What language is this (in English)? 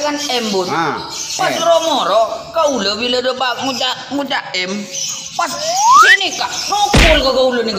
Madurese